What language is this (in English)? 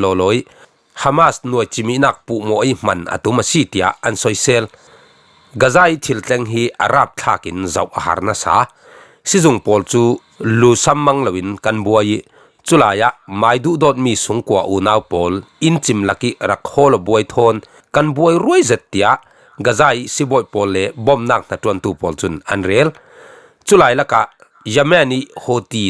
Falam Chin